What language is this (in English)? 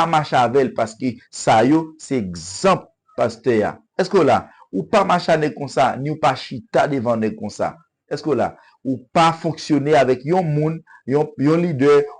Haitian Creole